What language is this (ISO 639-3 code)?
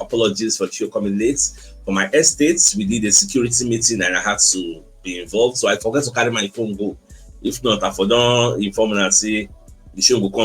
pcm